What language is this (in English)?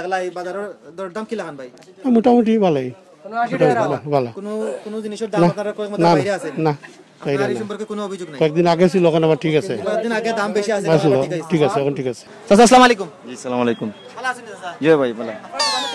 Sylheti